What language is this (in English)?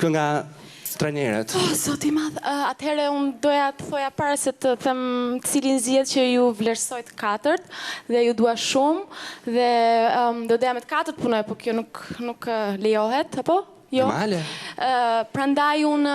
Albanian